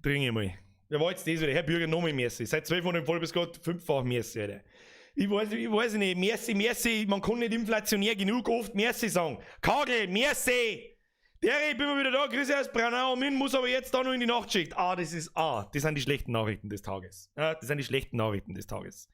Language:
Bavarian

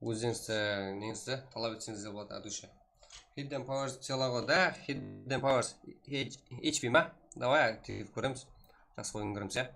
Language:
Kara-Kalpak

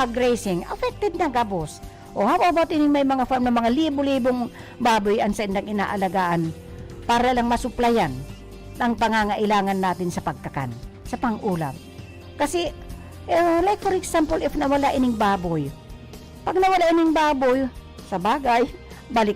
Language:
Bikol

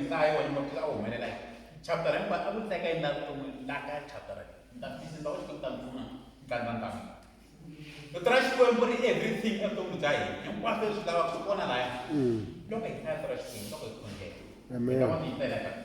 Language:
Tsonga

